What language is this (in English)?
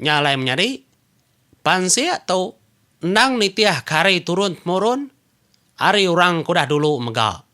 Iban